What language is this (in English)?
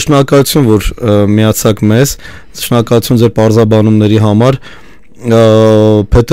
Armenian